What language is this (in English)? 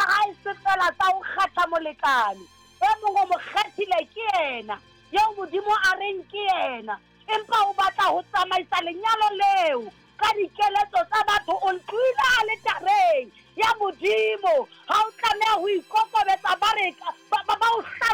Southern Sotho